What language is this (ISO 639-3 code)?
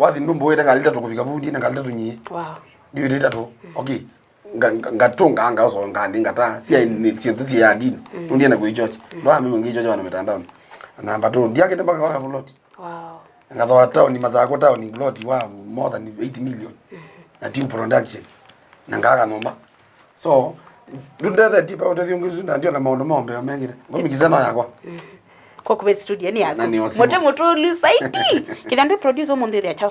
kam